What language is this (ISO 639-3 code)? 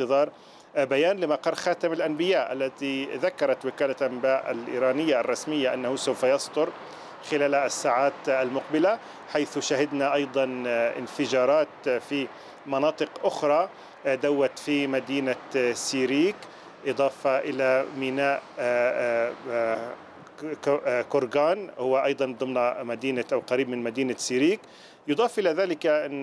ara